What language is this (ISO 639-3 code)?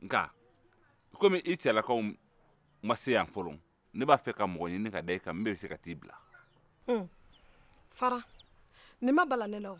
bam